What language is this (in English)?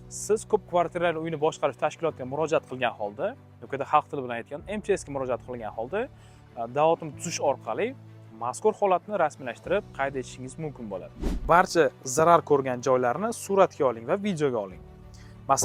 Uzbek